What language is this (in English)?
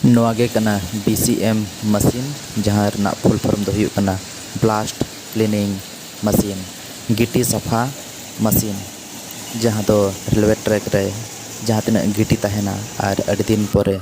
Santali